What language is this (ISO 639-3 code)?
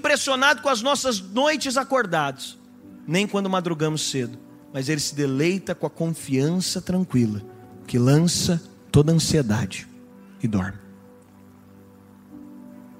por